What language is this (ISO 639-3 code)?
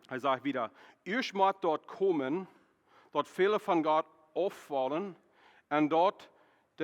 pdt